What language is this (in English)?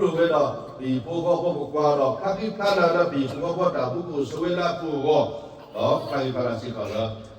S'gaw Karen